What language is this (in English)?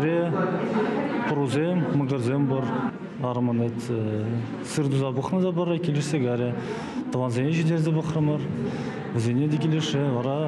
Chuvash